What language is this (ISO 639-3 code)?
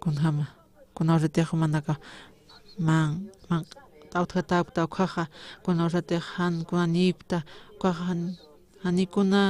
aym